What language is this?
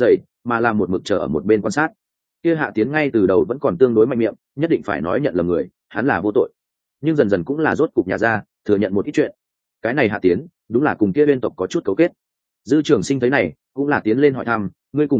Vietnamese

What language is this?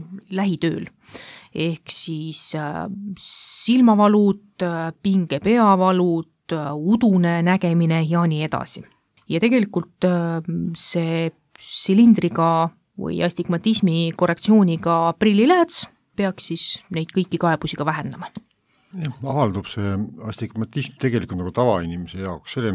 Estonian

